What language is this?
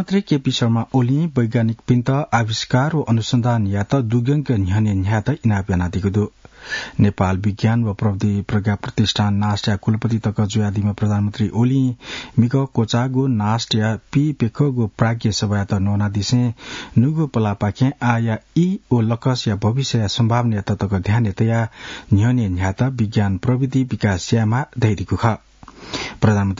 Newari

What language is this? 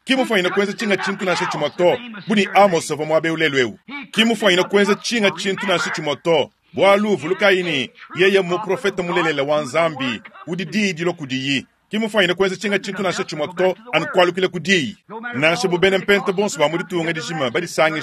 Luba-Lulua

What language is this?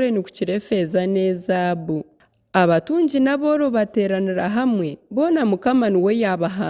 Nyankole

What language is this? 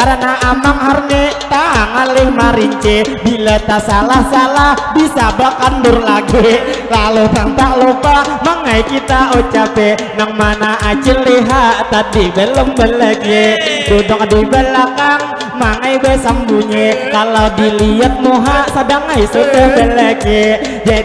Banjar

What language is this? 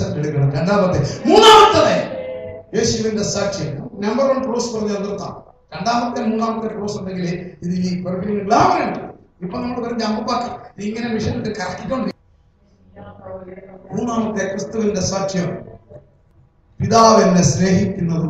Malayalam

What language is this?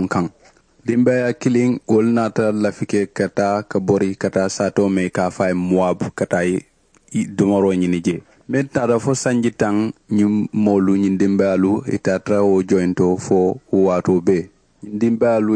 Mandingo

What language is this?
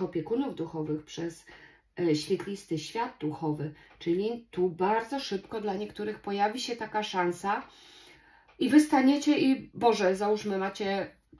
Polish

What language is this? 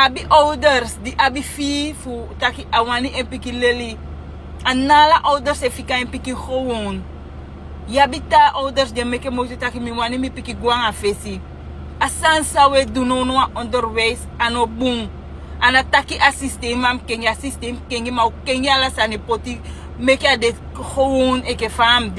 Sranan Tongo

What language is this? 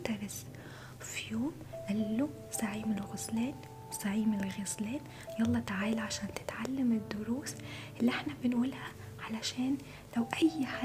Egyptian Arabic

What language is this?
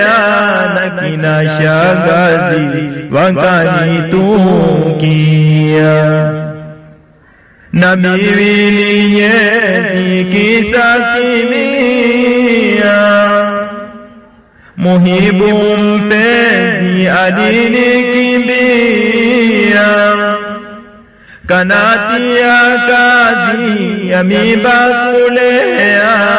Swahili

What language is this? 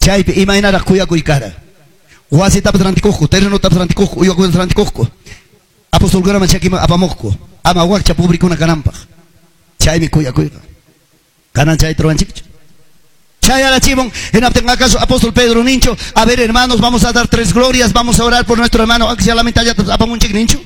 Ayacucho Quechua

